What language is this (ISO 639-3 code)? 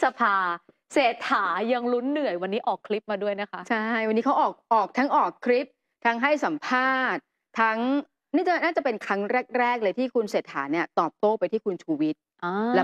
tha